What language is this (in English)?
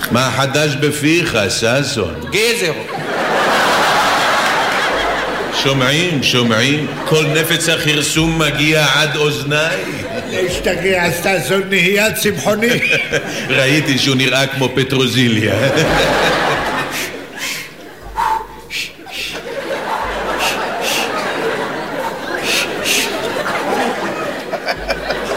Hebrew